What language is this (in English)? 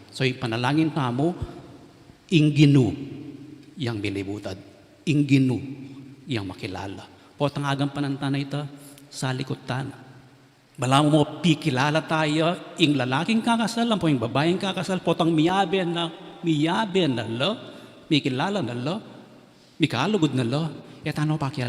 Pampanga